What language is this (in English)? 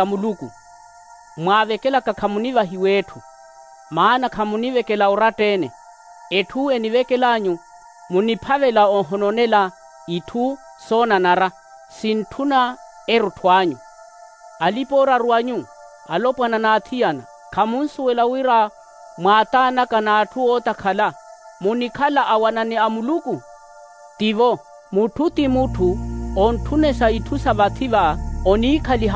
Makhuwa